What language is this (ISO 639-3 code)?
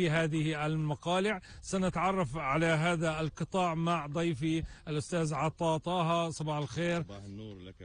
apc